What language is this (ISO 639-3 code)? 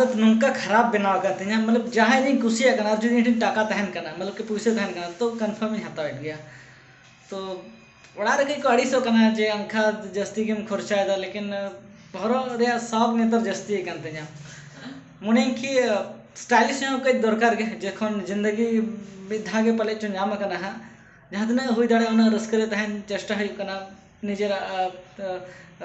sat